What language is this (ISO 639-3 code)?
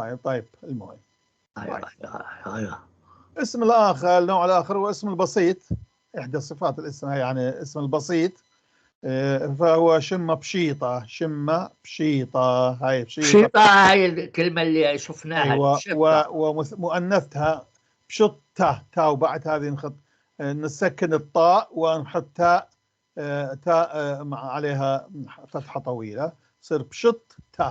apc